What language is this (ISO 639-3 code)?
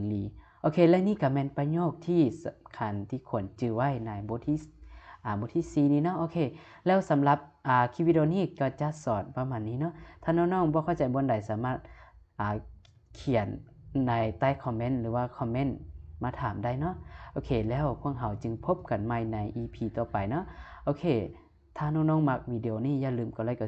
lao